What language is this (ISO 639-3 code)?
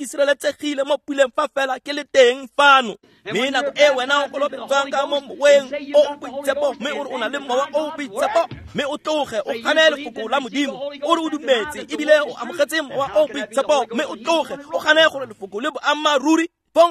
tsn